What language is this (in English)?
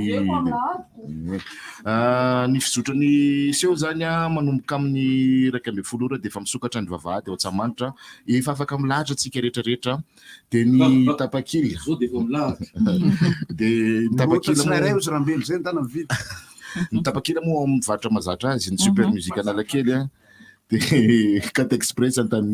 Malagasy